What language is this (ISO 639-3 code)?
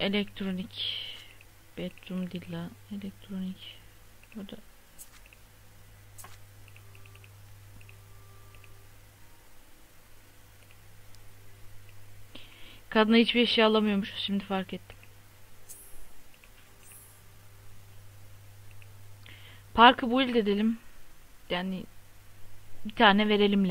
tur